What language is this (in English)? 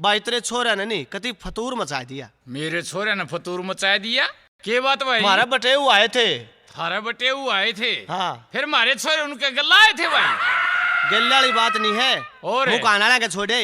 Haryanvi